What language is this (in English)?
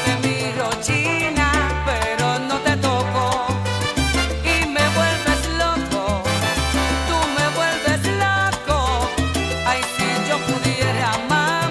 Spanish